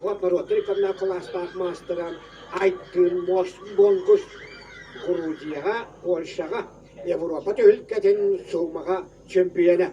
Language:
Yakut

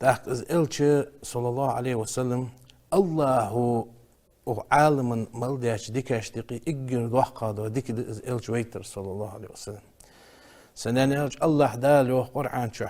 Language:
Ingush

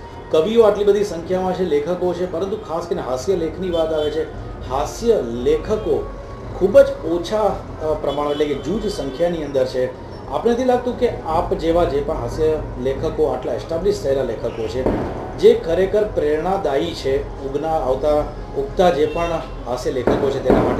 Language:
Gujarati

